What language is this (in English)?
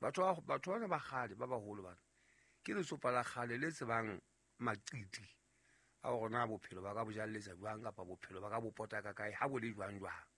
Southern Sotho